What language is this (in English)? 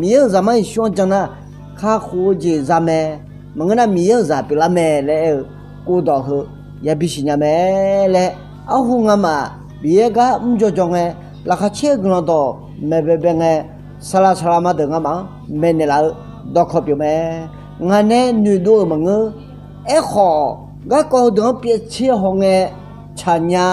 Akha